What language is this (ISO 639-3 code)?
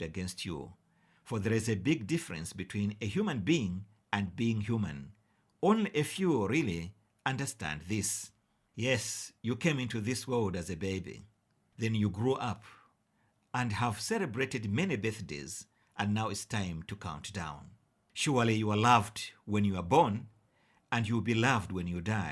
eng